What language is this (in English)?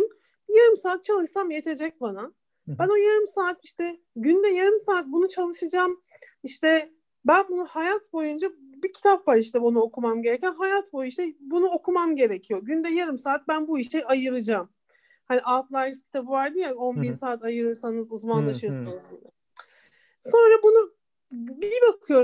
Turkish